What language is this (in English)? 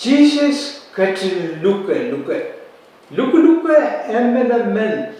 Pohnpeian